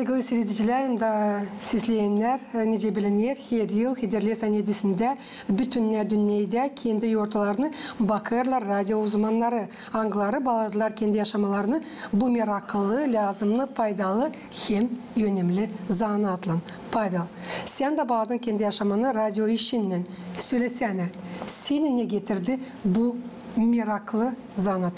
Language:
Gagauz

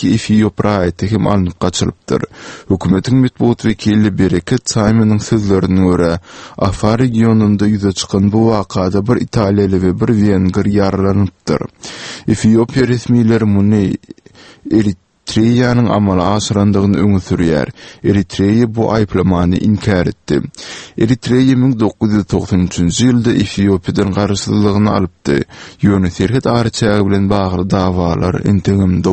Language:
Turkmen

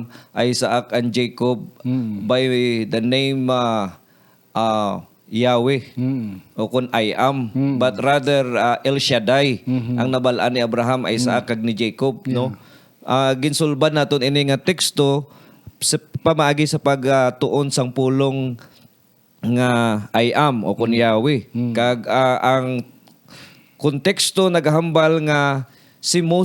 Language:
Hiligaynon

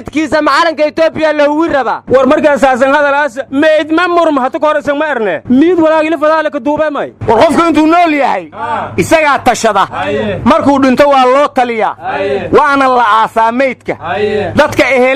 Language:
Somali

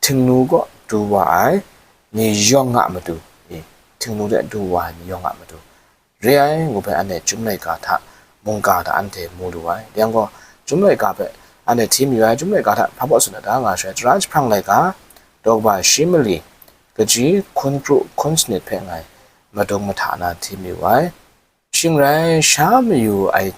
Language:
Kachin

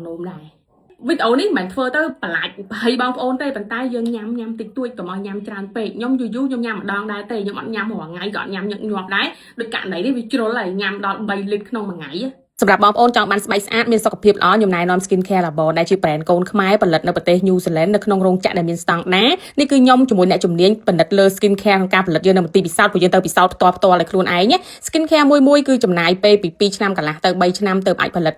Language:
Khmer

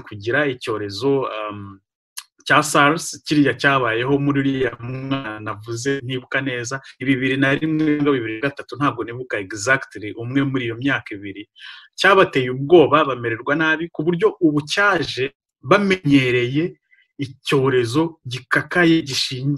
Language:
Kinyarwanda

